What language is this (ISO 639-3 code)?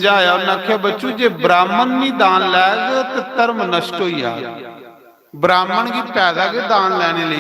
doi